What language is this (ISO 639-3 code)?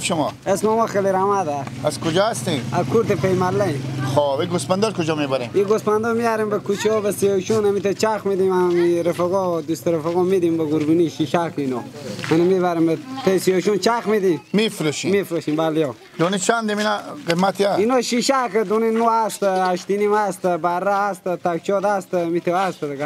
fas